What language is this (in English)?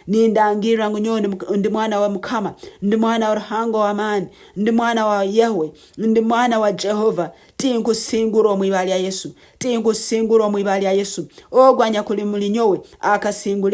Nyankole